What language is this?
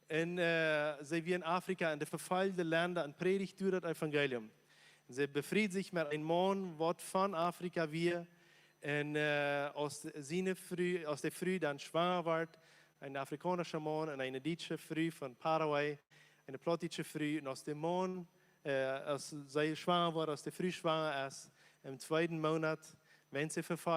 Plautdietsch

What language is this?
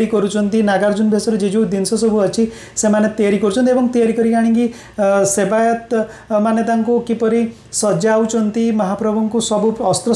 Odia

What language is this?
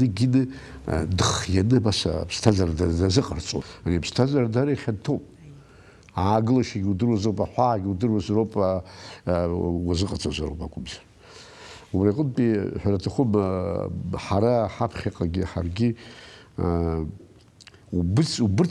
Abkhazian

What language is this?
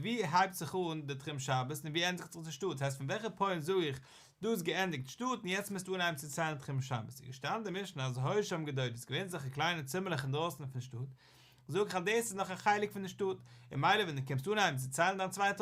Yiddish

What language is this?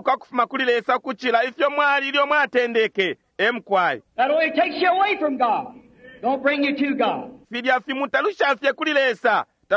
Bemba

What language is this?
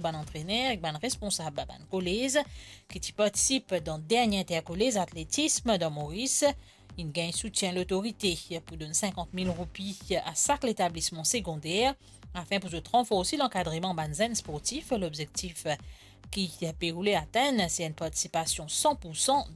Morisyen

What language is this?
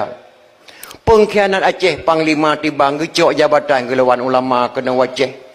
Achinese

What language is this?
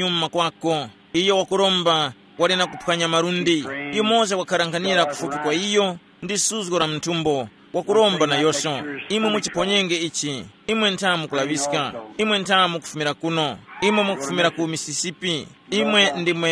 Tumbuka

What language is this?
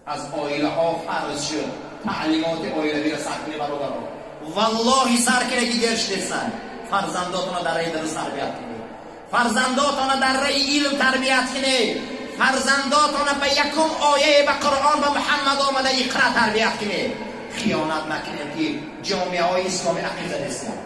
Tajik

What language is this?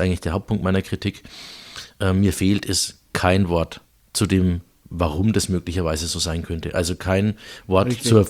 German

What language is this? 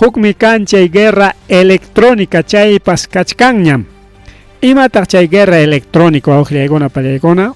Ayacucho Quechua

